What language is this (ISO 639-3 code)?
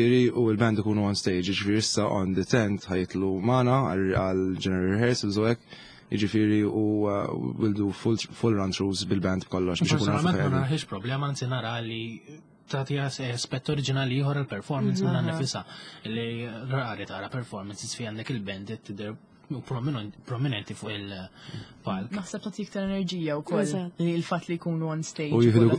mlt